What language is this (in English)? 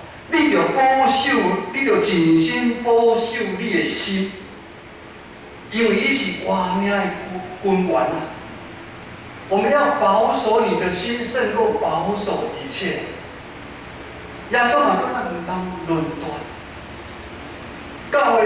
Min Nan Chinese